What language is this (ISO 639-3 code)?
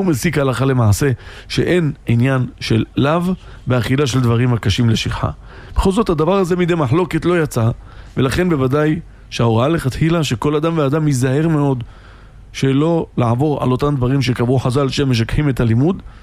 heb